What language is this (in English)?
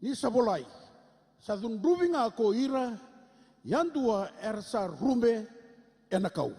Fijian